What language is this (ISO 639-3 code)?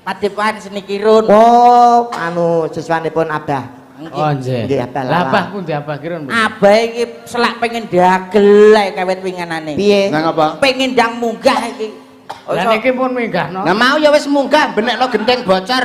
jav